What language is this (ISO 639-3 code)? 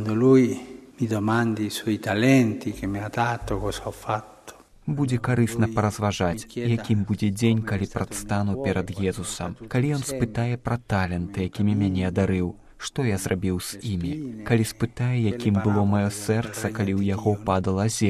bel